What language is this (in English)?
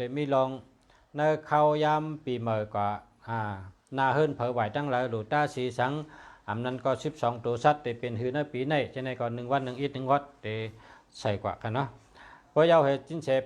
Shan